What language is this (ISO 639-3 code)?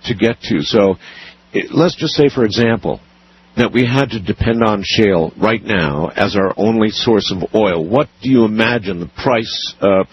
eng